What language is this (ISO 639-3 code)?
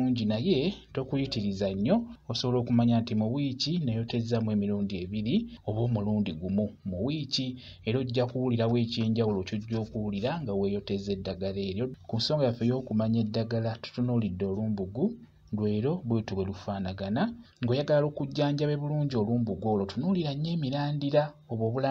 lug